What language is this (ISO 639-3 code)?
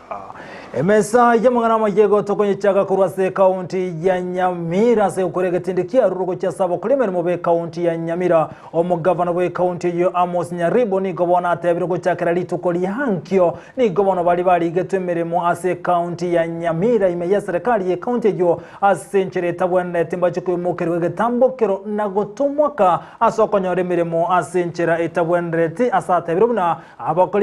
guz